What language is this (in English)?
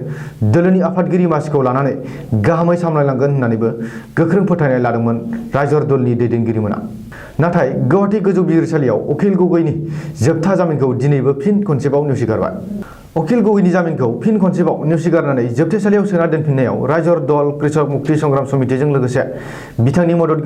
Bodo